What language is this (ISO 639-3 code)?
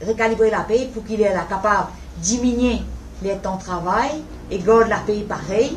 mfe